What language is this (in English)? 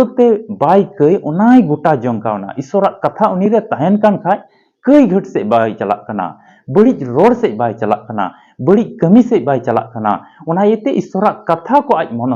Santali